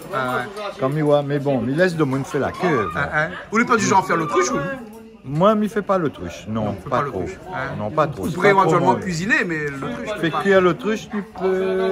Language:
Réunion Creole French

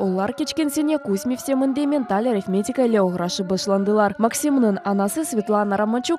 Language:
Crimean Tatar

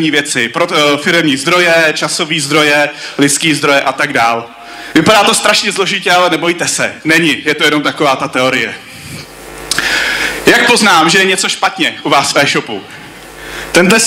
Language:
Czech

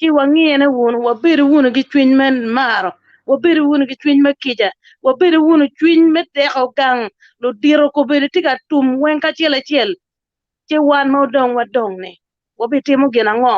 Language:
Acoli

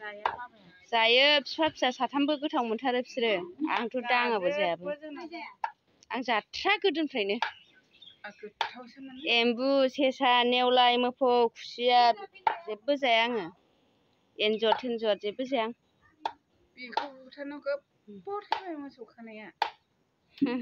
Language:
Bodo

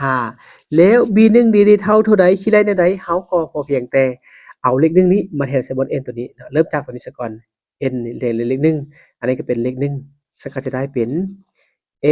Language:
Lao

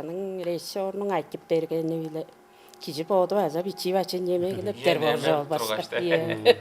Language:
Tuvinian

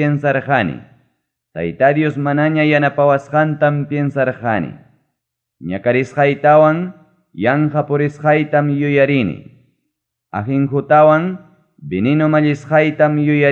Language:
Ayacucho Quechua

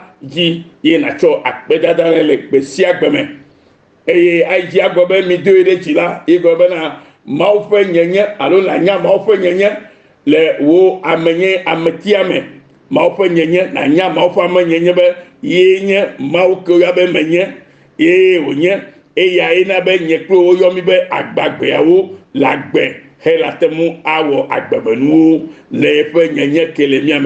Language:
Ewe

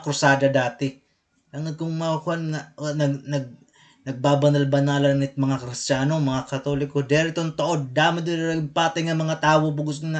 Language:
Waray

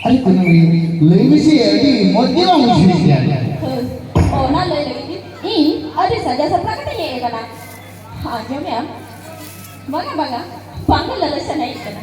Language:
Santali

